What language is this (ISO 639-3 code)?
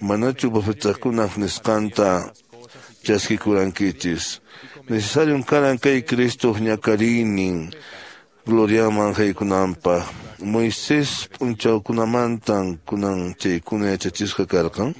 que